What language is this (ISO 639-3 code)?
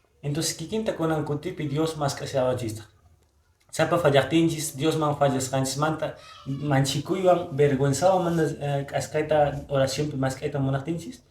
que